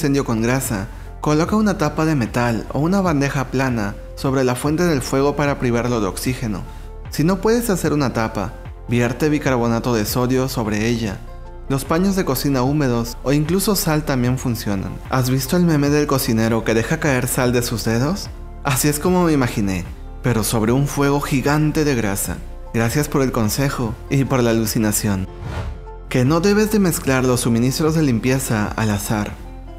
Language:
Spanish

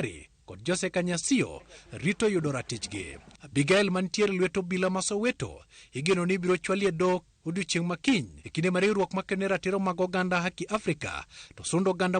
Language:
Luo (Kenya and Tanzania)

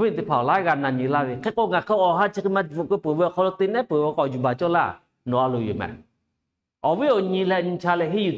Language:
Lahu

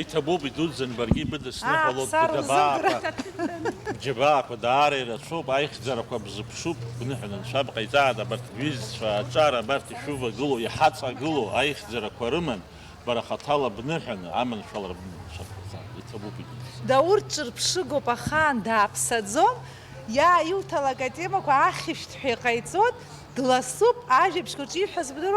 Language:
Abkhazian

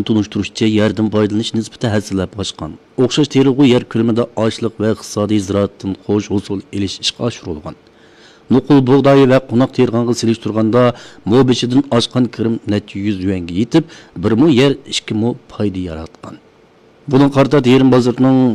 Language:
Uyghur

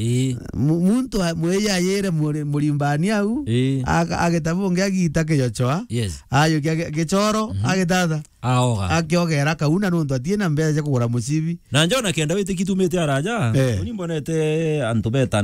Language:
Meru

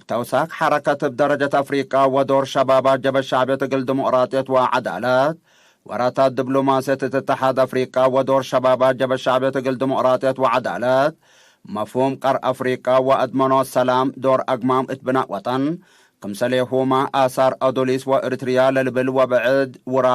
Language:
Tigre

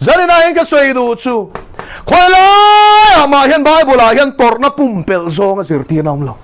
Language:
Mizo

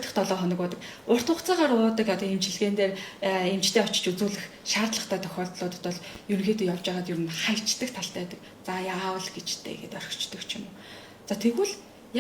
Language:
Mongolian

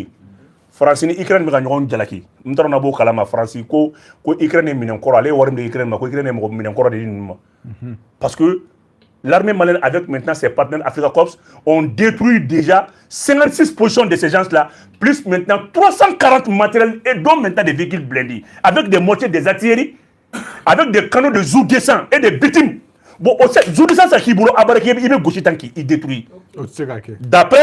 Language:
Bambara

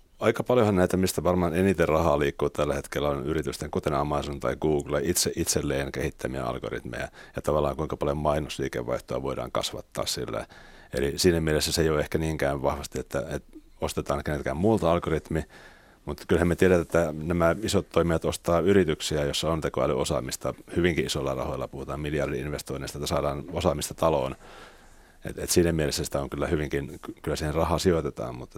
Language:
Finnish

